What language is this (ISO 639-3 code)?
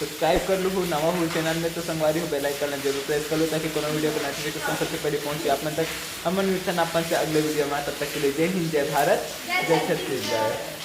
hne